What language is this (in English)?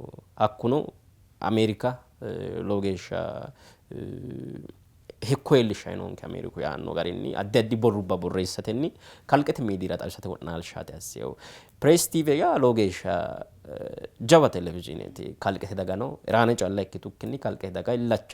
Sidamo